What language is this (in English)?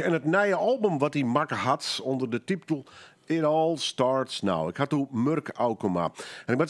Western Frisian